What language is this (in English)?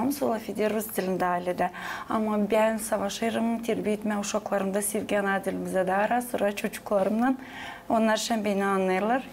Gagauz